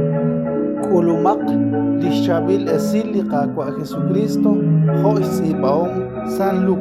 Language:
Kekchí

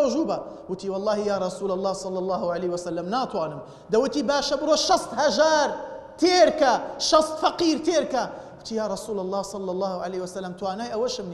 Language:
Central Kurdish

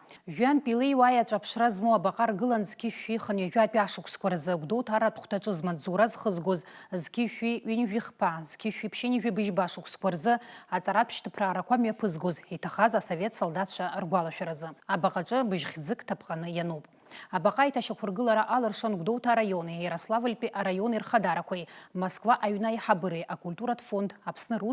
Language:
Abkhazian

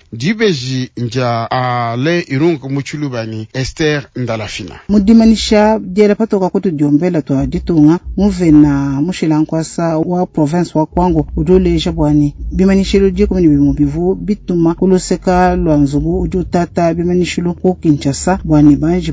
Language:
Luba-Lulua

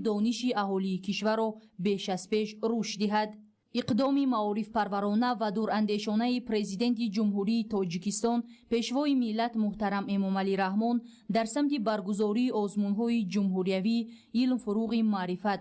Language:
Tajik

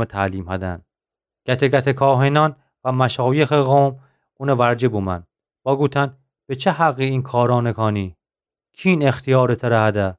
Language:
Gilaki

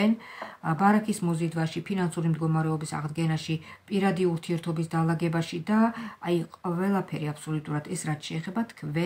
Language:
Georgian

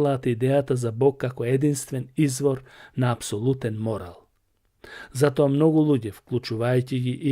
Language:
Macedonian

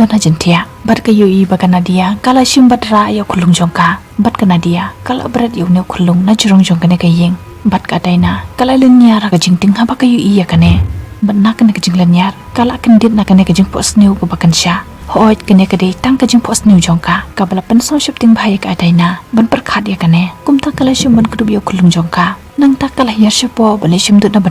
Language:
Khasi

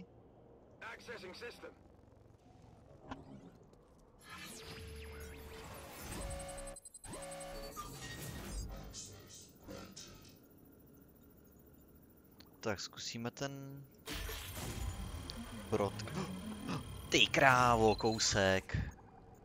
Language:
Czech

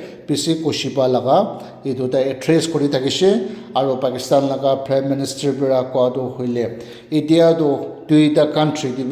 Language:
Naga Pidgin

